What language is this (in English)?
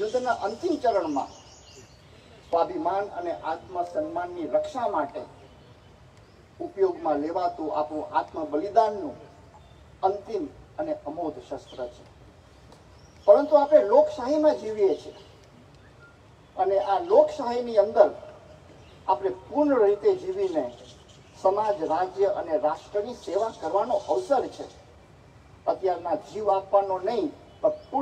Gujarati